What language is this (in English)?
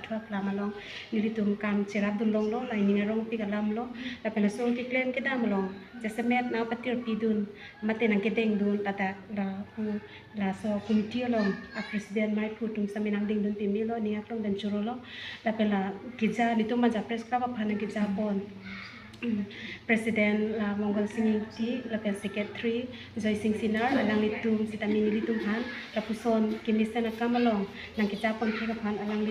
Karbi